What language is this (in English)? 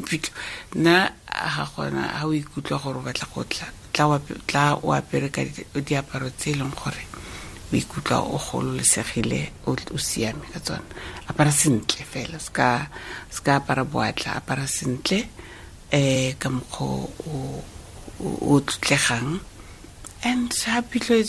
Tswana